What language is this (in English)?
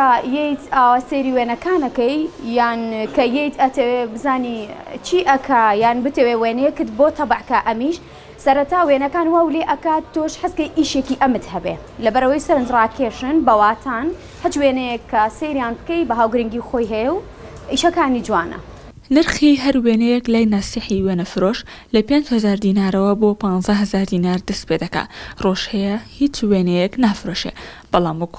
Central Kurdish